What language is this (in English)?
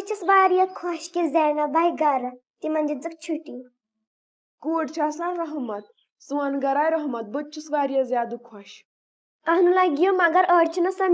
Kashmiri